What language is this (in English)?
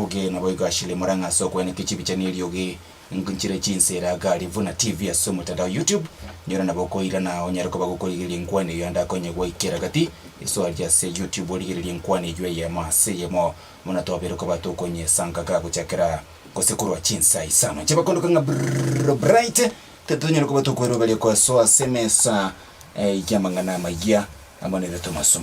Gusii